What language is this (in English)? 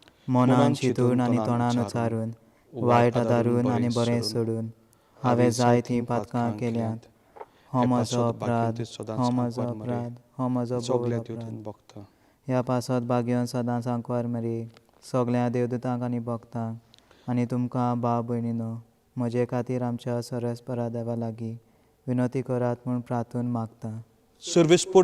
Konkani